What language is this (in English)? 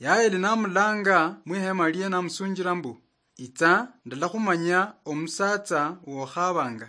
Luyia